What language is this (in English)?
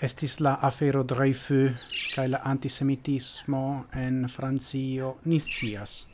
Esperanto